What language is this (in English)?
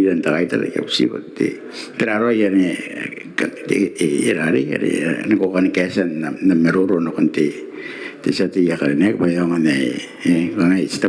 Gilbertese